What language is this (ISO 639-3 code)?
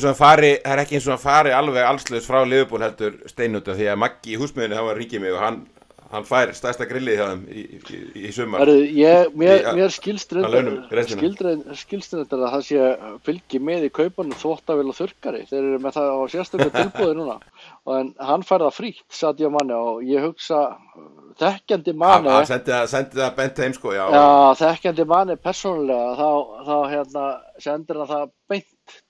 isl